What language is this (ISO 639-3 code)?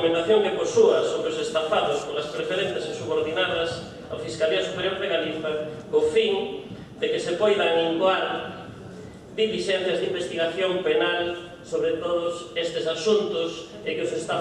glg